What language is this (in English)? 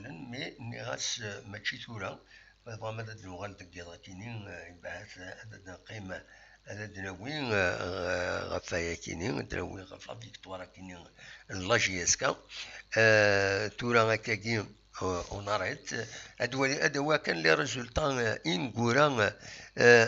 Kabyle